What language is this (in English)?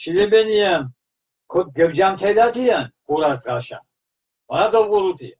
Mingrelian